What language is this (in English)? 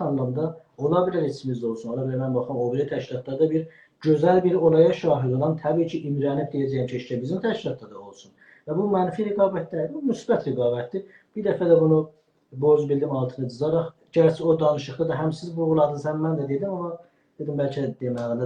South Azerbaijani